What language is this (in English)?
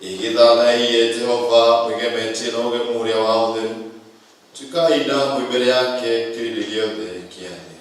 Kikuyu